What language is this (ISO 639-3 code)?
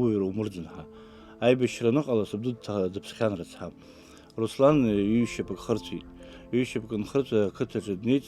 abk